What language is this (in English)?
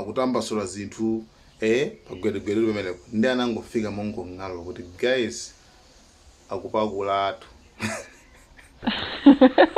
Nyanja